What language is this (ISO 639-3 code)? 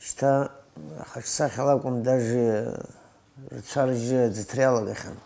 abk